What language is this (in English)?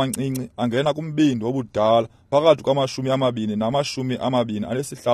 Xhosa